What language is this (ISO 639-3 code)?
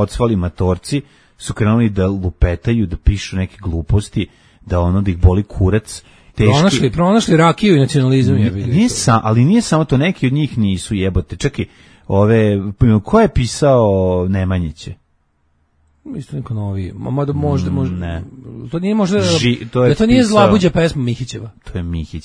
srp